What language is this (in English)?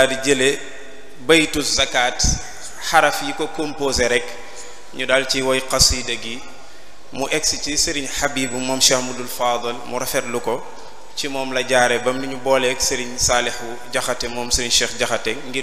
Wolof